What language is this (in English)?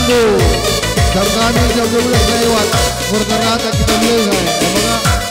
Batak Karo